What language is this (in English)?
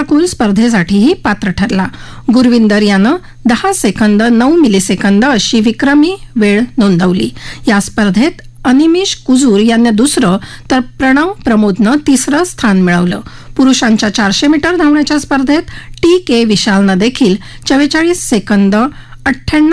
Marathi